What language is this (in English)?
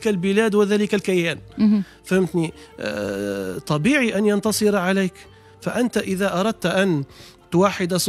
Tunisian Arabic